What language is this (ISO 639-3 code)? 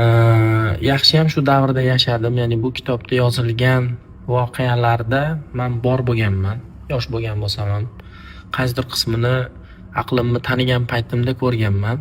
uzb